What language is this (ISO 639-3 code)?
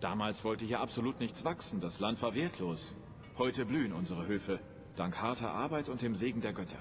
gsw